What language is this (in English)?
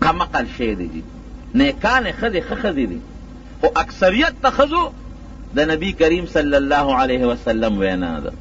Pashto